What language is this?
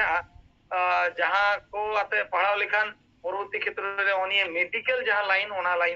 Santali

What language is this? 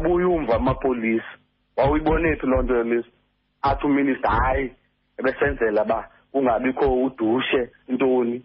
Xhosa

